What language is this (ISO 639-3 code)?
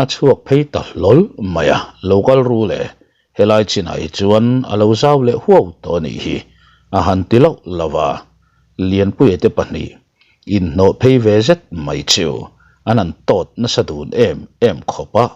lus